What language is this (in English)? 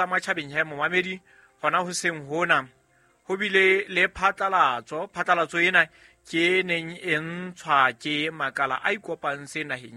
Southern Sotho